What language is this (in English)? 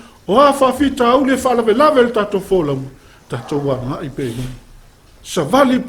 Samoan